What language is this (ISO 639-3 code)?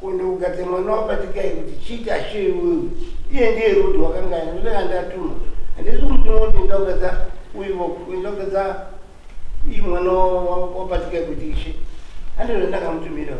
sna